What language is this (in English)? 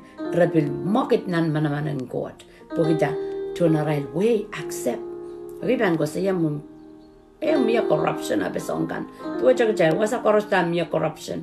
Pohnpeian